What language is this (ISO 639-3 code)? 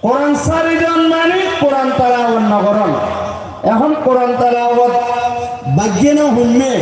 rhg